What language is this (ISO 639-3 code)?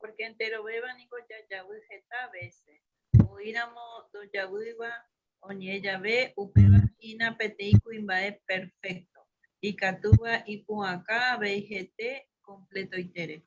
grn